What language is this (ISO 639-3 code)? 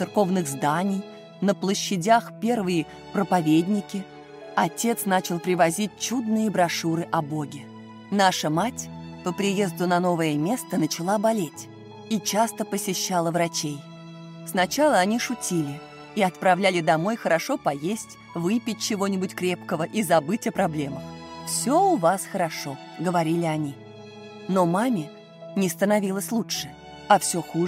rus